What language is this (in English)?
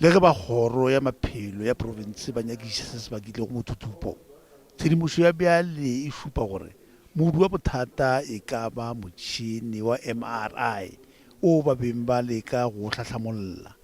Northern Sotho